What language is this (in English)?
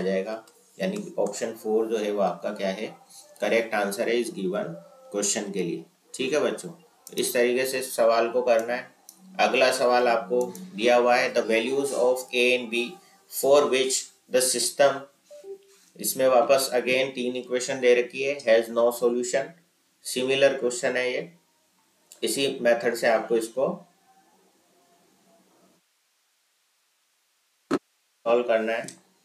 Hindi